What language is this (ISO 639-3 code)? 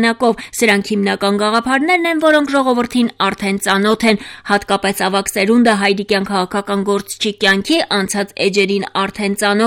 hye